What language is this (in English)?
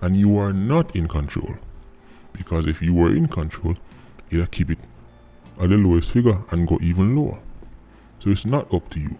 Jamaican Creole English